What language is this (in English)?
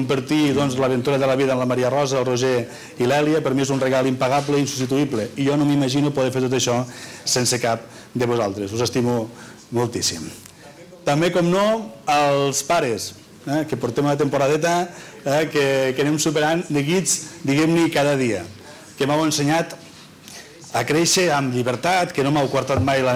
Catalan